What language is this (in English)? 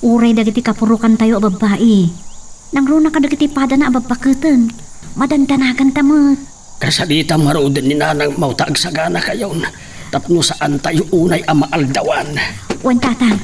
Iloko